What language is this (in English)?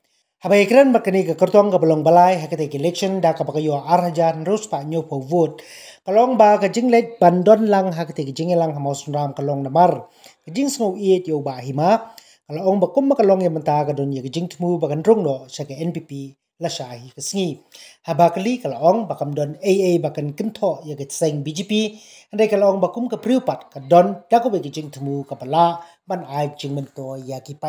Khasi